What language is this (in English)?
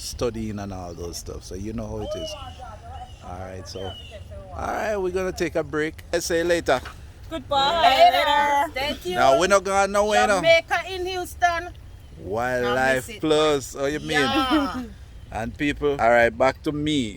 Jamaican Creole English